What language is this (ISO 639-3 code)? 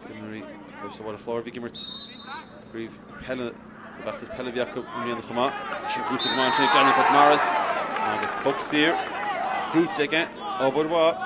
gle